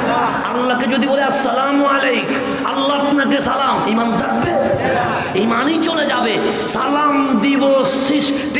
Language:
Bangla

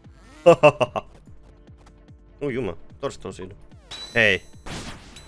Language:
Finnish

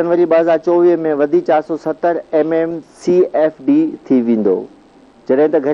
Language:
Sindhi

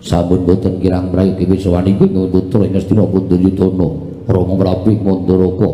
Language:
Javanese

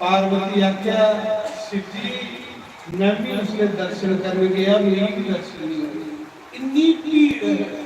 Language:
Dogri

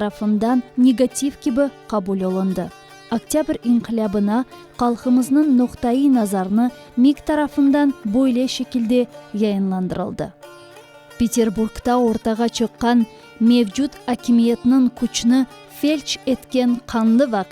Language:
Crimean Tatar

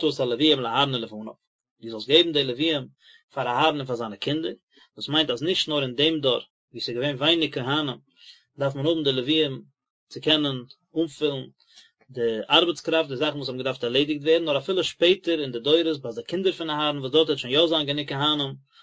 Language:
Yiddish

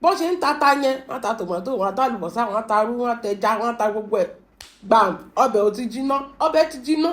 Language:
Yoruba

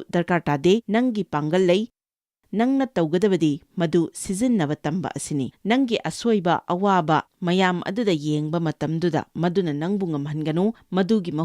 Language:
Manipuri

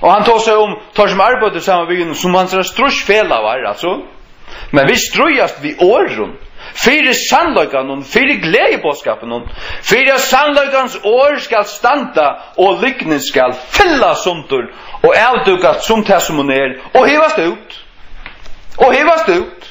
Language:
Faroese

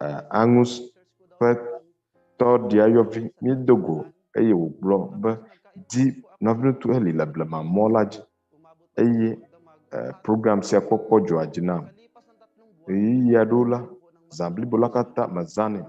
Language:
Ewe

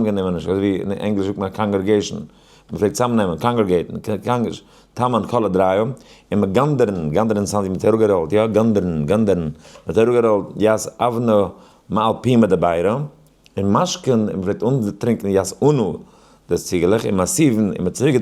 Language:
Yiddish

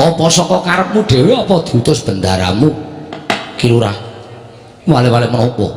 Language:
Javanese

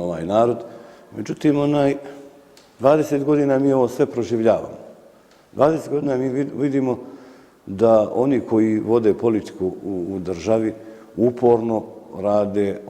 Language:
Bosnian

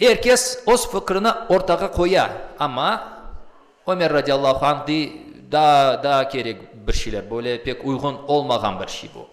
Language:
Crimean Tatar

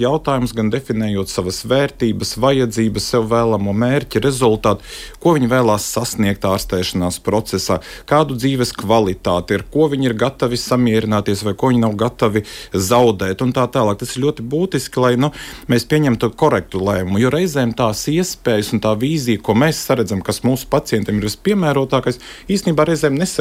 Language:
Latvian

